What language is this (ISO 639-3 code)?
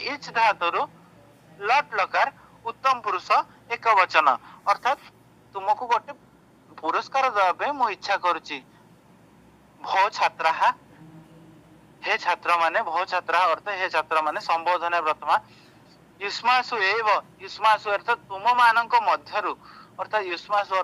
ori